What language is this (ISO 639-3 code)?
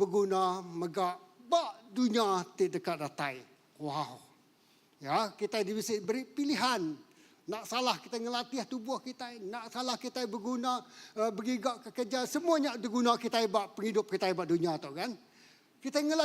iba